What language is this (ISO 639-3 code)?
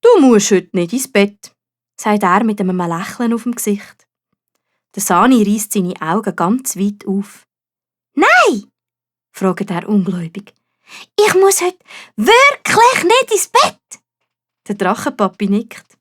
gsw